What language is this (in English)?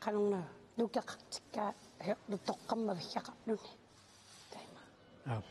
Kalaallisut